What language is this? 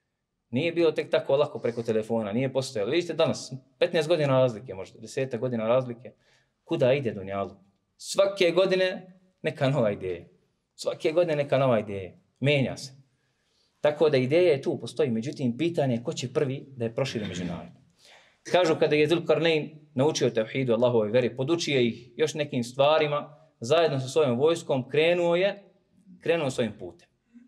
Bosnian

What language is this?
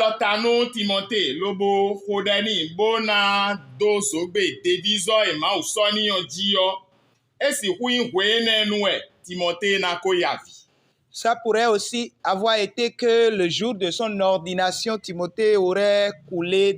Fon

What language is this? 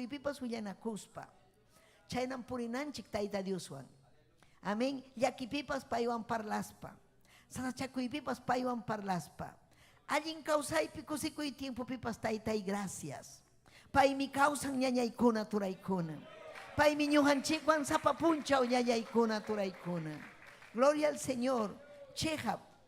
Ayacucho Quechua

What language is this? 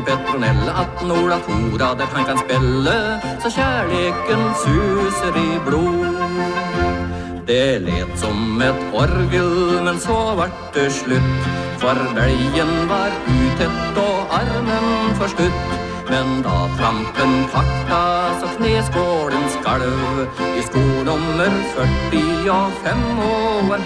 Norwegian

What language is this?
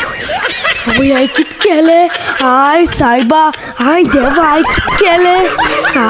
Konkani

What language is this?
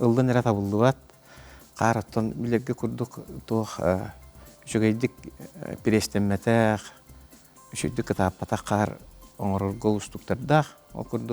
Yakut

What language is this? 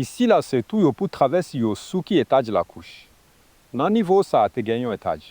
Haitian Creole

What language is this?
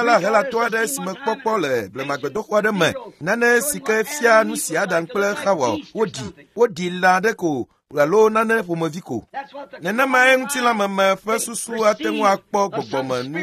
Ewe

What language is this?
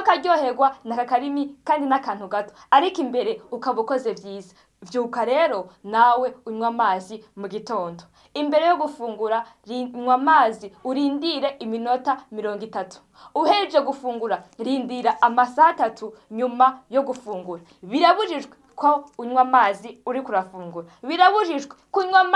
Rundi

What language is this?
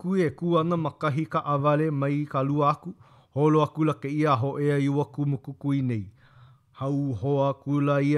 Hawaiian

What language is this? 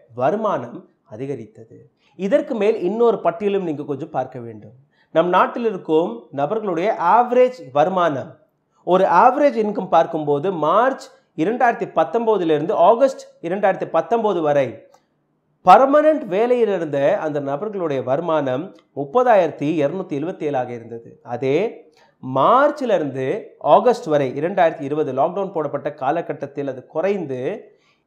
Tamil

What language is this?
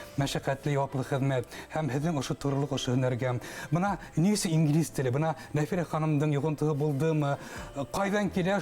Bashkir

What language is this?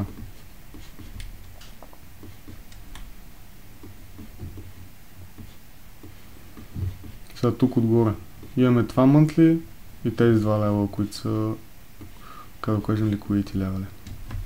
Bulgarian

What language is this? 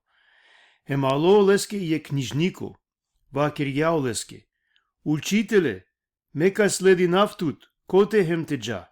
Balkan Romani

